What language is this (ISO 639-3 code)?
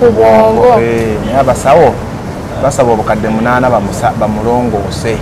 lug